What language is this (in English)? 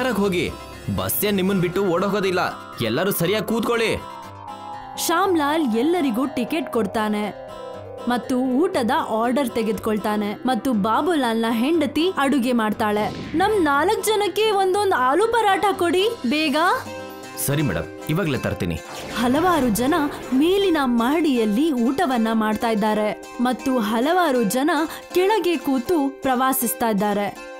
Kannada